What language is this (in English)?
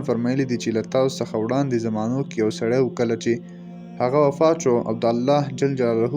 Pashto